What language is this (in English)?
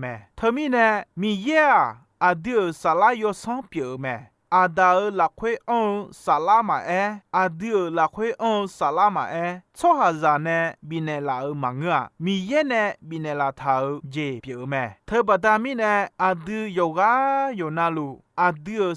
Akha